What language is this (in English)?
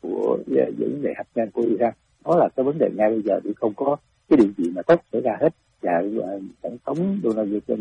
Vietnamese